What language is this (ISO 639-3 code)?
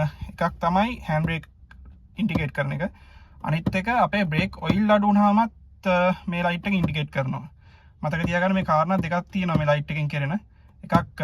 sin